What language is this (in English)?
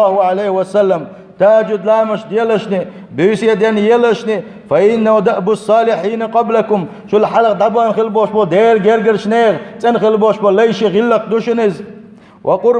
Chechen